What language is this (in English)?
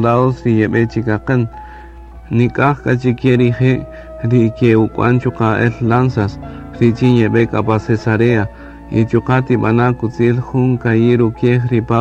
Kaqchikel